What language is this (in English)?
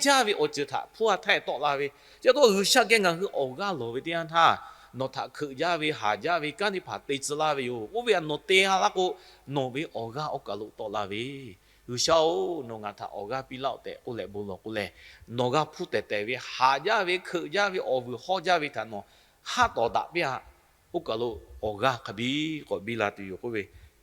Lahu